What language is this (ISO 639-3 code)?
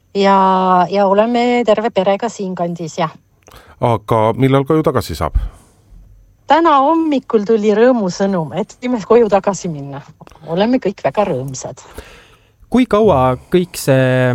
est